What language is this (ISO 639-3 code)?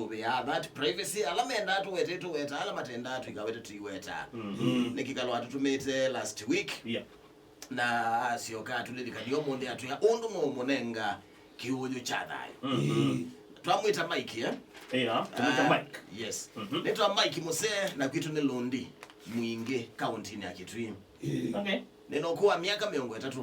kam